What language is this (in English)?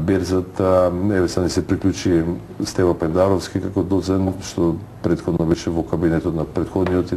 Macedonian